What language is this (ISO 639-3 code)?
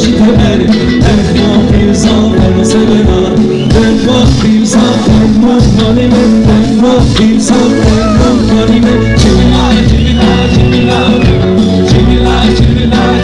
zza